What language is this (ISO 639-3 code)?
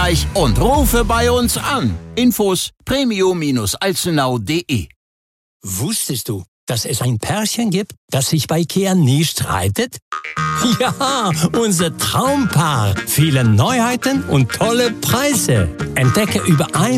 deu